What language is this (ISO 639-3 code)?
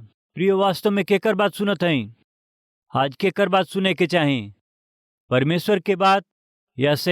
bho